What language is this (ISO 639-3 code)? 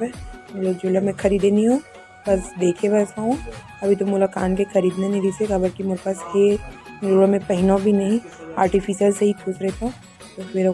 hne